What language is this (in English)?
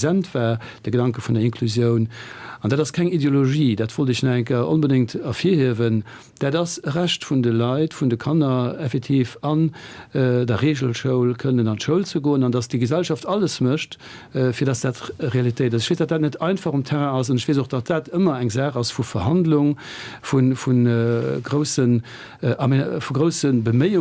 Luxembourgish